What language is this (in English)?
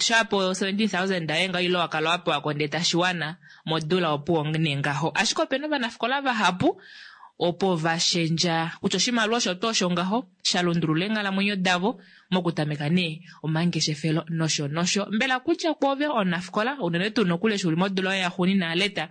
Kuanyama